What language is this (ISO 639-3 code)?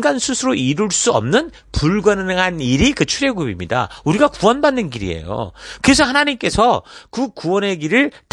kor